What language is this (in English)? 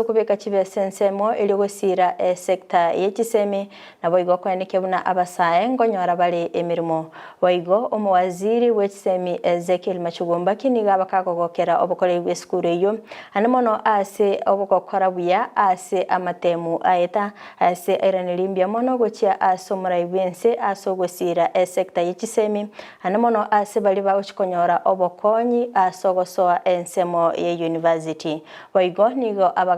Gusii